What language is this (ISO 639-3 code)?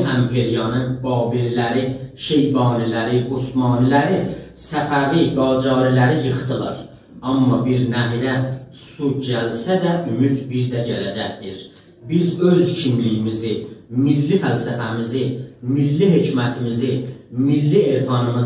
azb